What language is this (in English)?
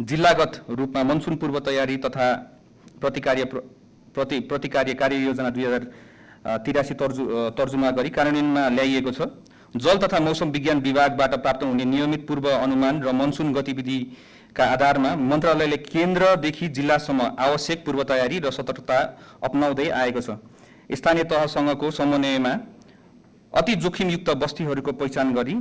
Nepali